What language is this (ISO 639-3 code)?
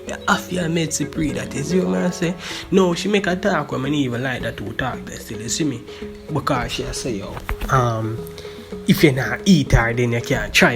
jam